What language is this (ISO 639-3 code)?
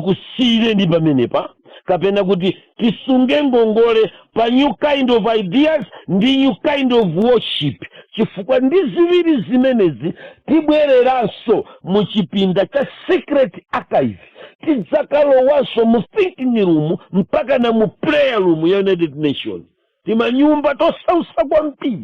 nya